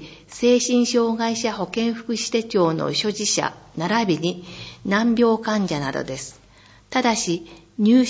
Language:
Japanese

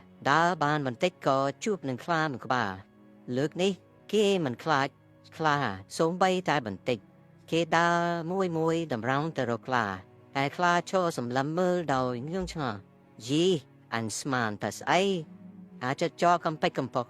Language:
Khmer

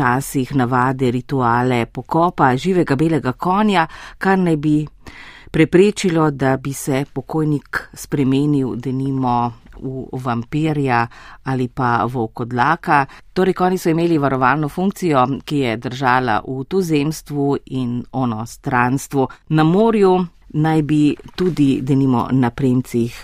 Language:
Slovenian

